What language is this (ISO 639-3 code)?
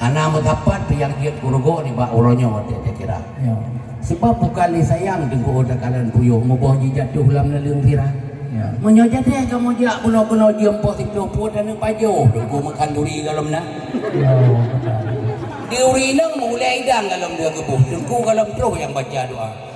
ace